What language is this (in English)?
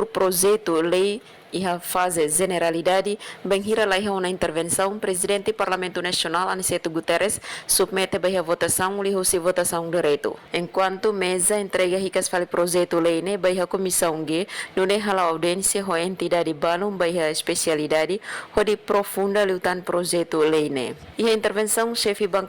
Tetum